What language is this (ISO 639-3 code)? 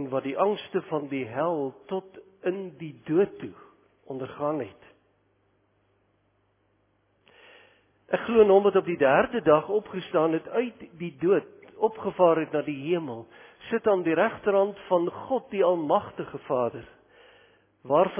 afr